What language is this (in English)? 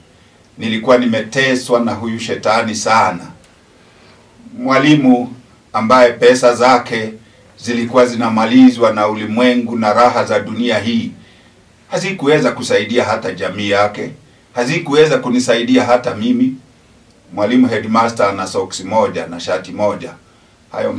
Swahili